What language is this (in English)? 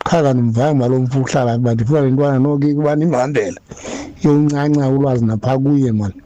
Xhosa